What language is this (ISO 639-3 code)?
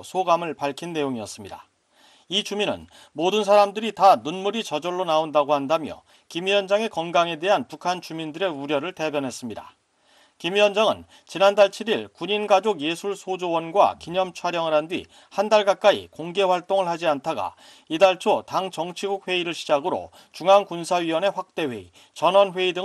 kor